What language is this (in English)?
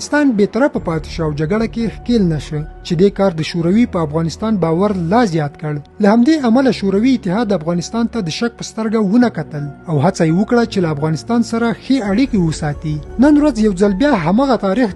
Pashto